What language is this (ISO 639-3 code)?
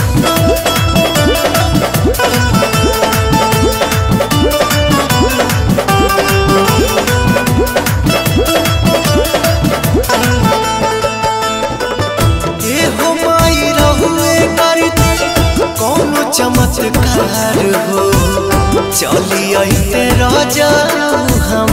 bho